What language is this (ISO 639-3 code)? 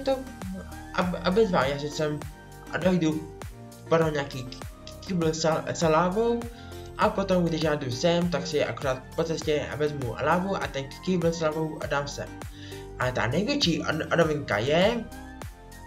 ces